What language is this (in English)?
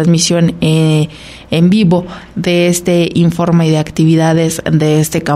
Spanish